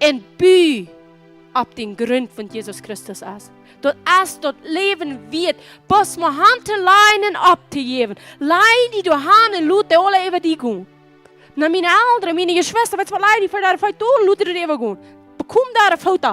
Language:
Plautdietsch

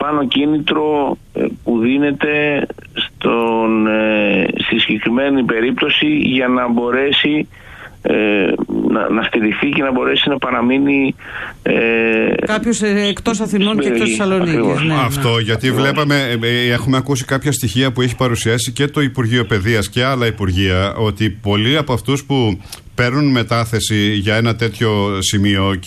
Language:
Greek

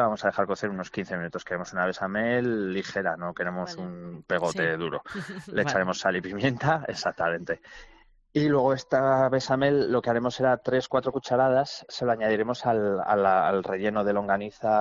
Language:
Spanish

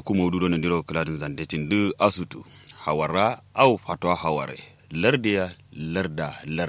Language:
Kanuri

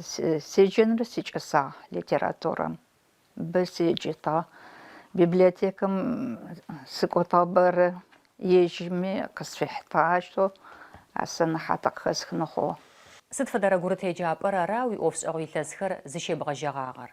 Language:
Adyghe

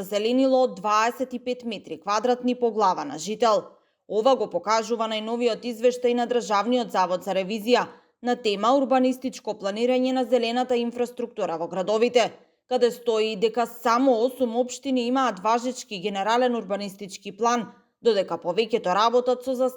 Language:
Macedonian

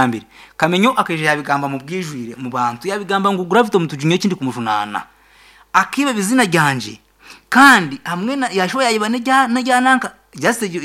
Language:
Nyankole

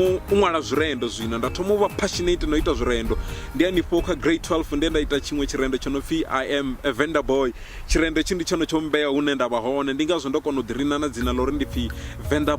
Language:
Venda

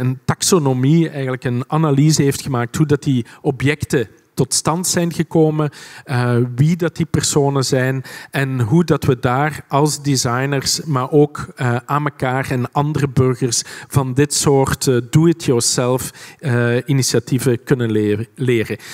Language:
Dutch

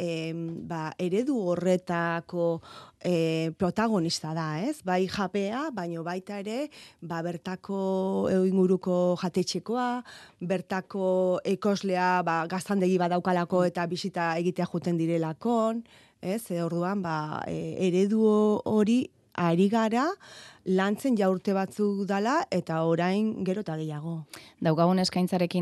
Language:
Basque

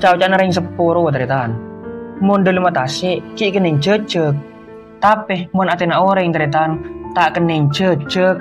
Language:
Madurese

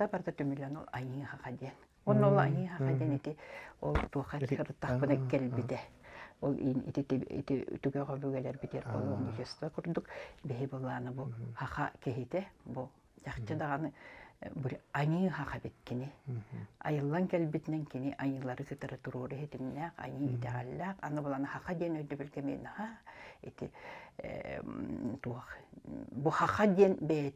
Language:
Yakut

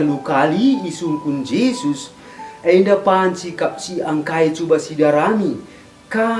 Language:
Batak Karo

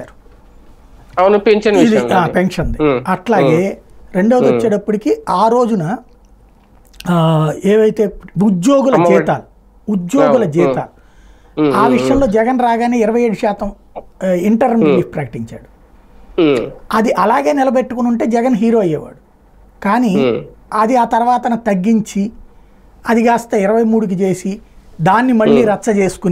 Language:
Telugu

